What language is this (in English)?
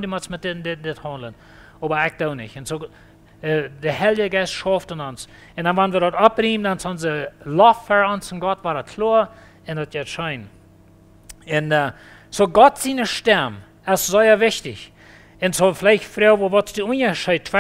Plautdietsch